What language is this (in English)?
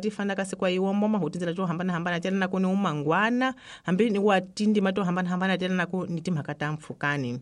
Tsonga